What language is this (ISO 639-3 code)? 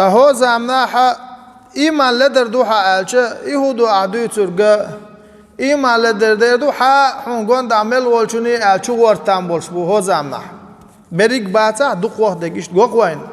che